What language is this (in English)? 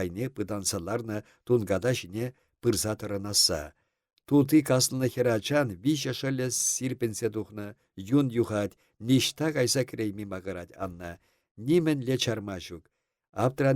Chuvash